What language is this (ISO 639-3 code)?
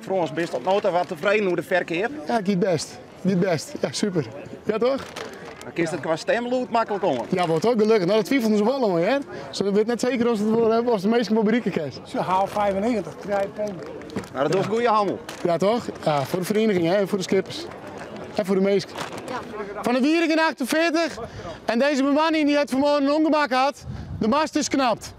fry